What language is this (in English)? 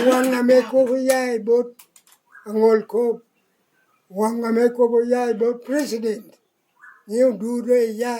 Lango (Uganda)